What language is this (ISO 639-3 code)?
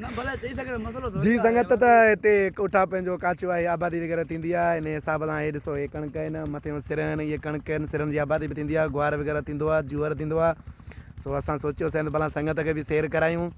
snd